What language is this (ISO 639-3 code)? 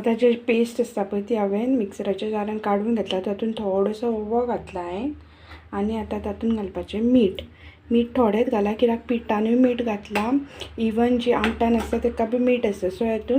kok